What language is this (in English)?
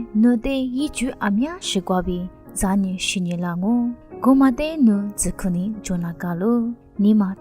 Lisu